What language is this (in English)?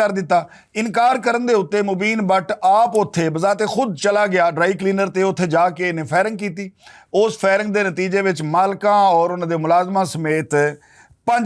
Western Panjabi